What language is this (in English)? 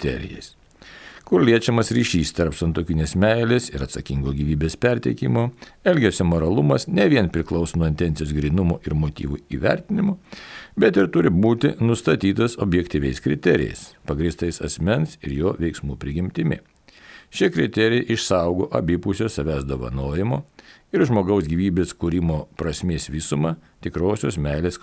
Lithuanian